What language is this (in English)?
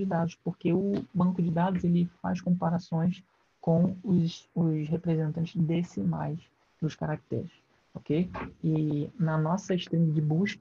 Portuguese